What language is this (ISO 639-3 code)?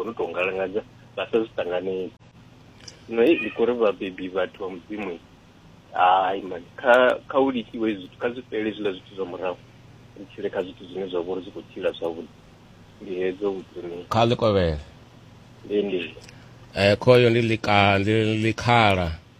ven